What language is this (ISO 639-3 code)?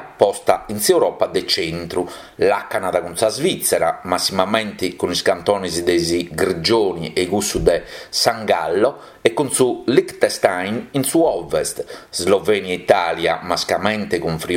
srd